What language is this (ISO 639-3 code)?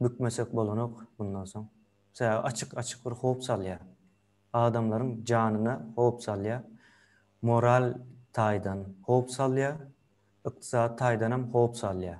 tuk